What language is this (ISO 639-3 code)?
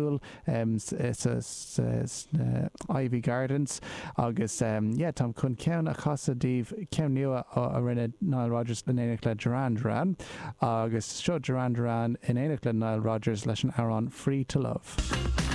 gle